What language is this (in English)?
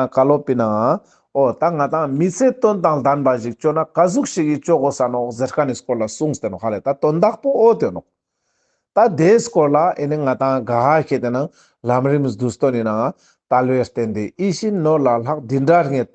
Ladakhi